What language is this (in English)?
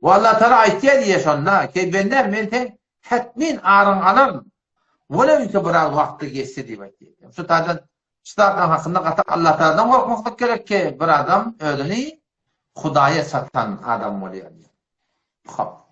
Turkmen